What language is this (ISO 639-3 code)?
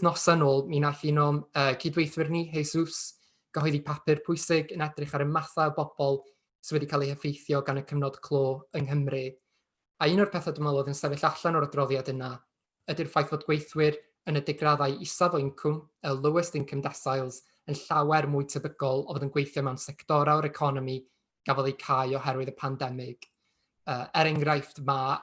cym